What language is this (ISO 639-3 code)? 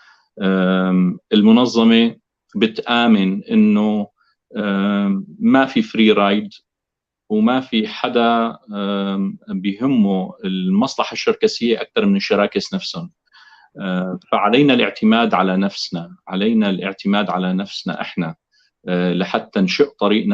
apc